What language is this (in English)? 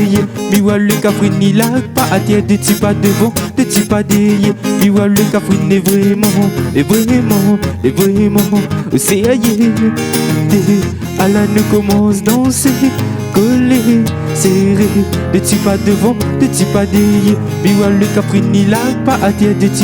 Réunion Creole French